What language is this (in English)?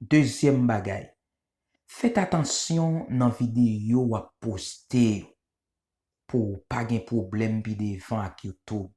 Haitian Creole